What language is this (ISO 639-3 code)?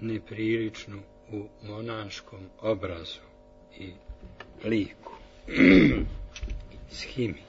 srp